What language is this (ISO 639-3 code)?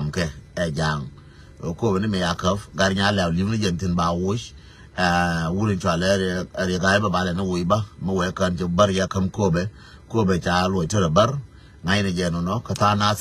nus